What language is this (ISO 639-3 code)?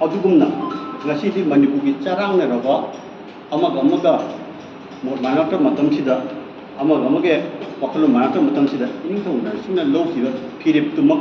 mni